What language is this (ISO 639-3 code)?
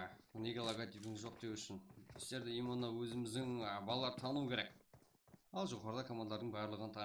kaa